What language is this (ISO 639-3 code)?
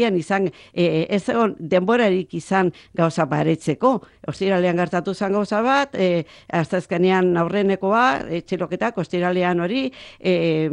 eus